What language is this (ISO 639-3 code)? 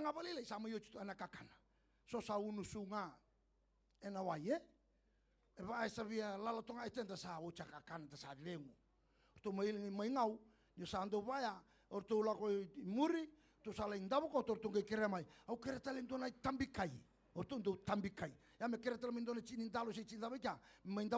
fij